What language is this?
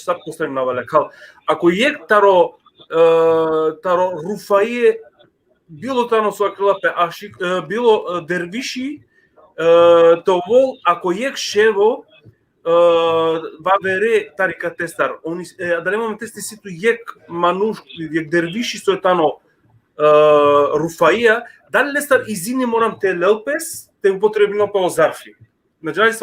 Balkan Romani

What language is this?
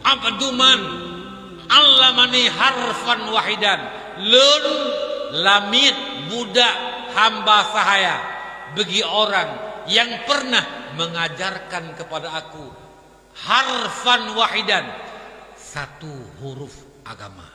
Achinese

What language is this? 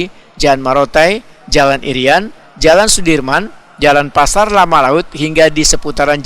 Banjar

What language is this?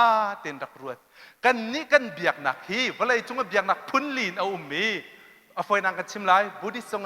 Hakha Chin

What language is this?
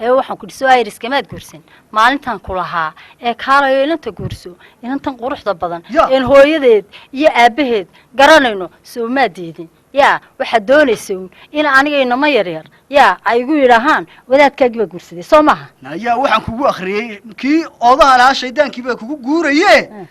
Somali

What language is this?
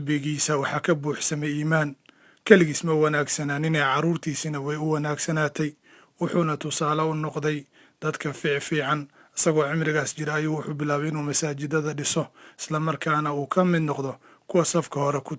Somali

